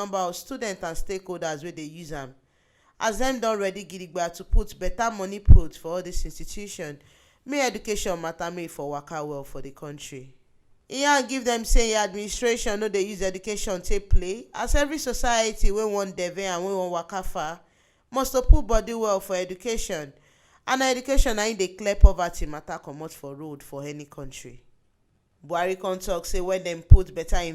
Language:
Nigerian Pidgin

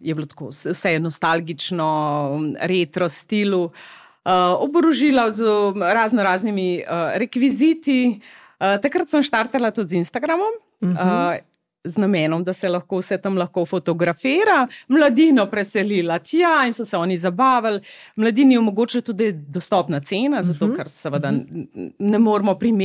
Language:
Slovenian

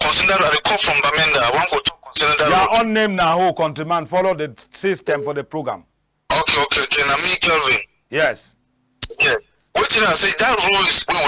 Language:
Cameroon Pidgin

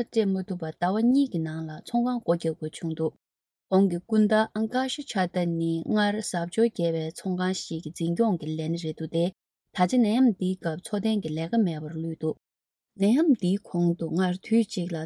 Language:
Tibetan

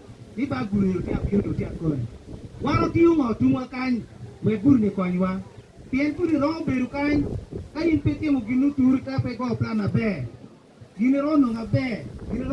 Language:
Acoli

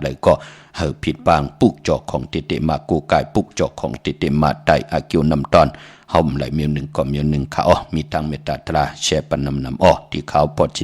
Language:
Shan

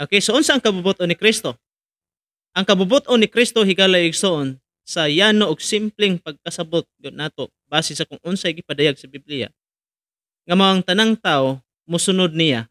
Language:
Cebuano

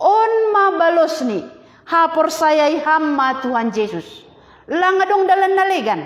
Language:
Batak Simalungun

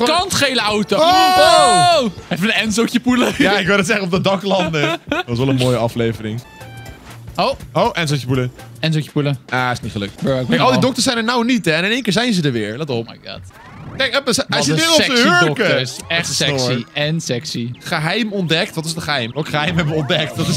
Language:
Dutch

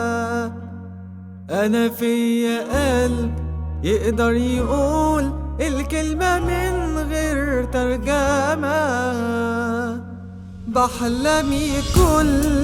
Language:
Egyptian Arabic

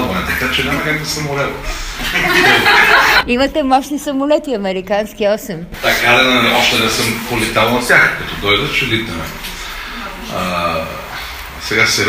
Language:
Bulgarian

